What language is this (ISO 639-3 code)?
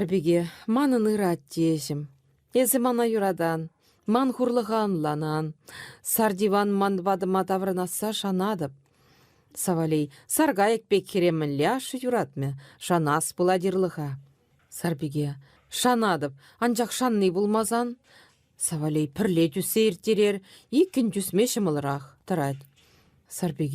chv